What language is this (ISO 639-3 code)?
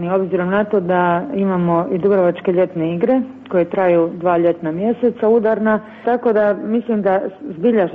hrv